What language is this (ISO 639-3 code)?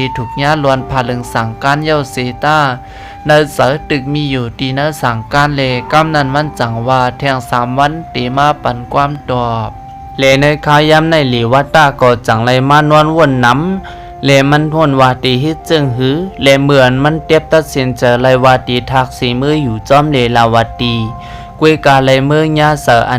shn